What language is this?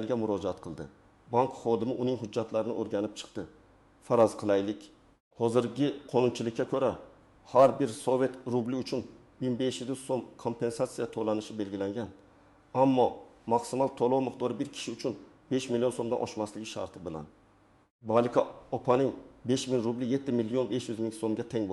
Uzbek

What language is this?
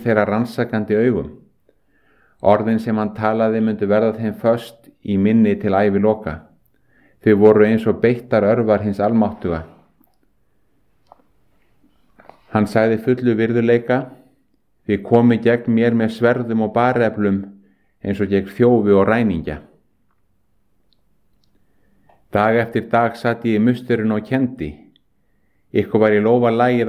Icelandic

